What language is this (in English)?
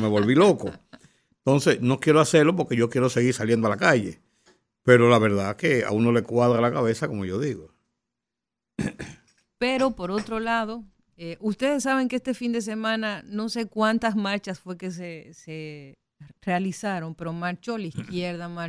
Spanish